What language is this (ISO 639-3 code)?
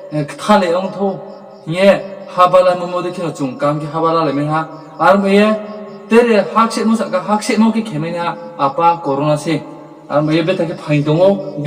ria